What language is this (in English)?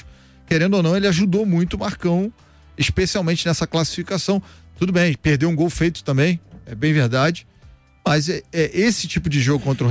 Portuguese